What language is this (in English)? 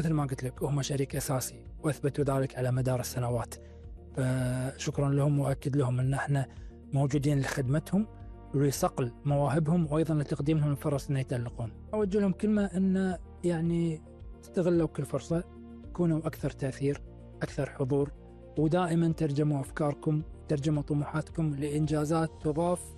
Gulf Arabic